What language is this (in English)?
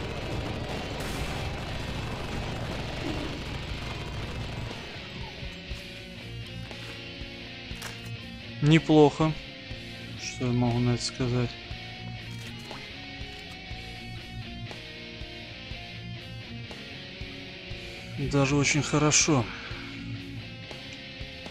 Russian